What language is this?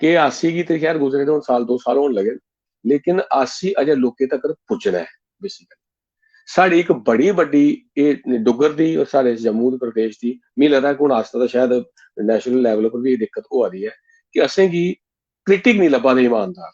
Dogri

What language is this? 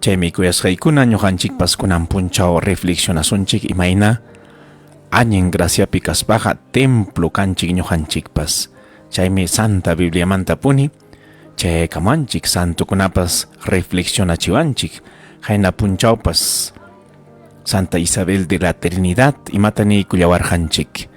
Ayacucho Quechua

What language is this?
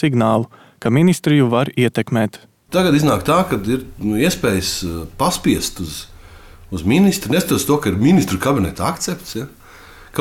Latvian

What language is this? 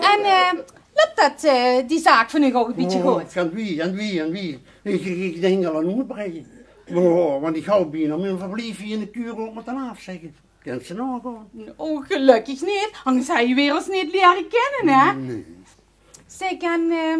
Limburgish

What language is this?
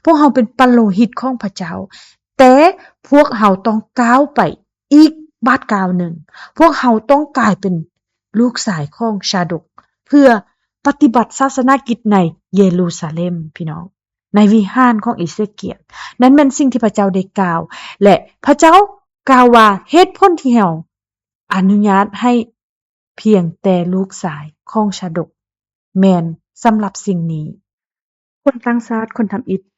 Lao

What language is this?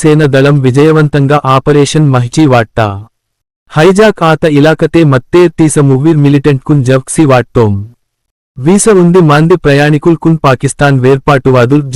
Gondi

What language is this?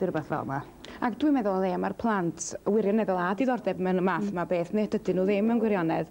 Welsh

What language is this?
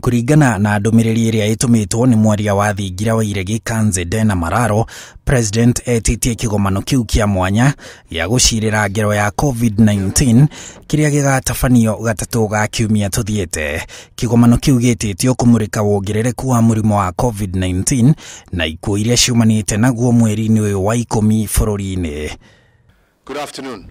Kikuyu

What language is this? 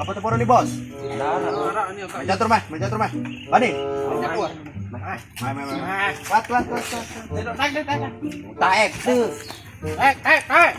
Sasak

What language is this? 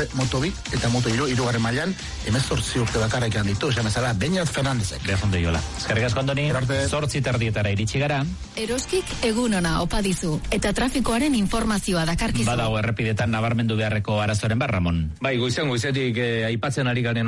Basque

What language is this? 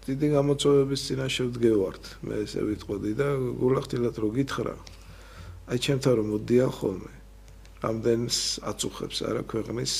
Georgian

